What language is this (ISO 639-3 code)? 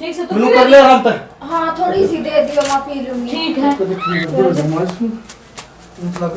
bgc